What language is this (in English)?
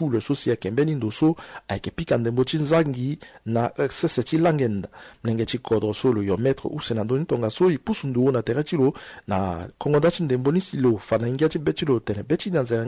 Sango